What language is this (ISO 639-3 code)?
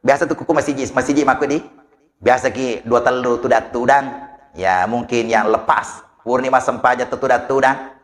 bug